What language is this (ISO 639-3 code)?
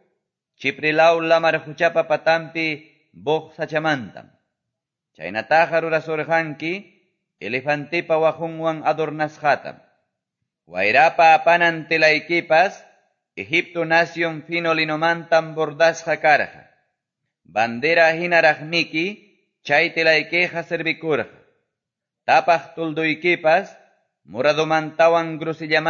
que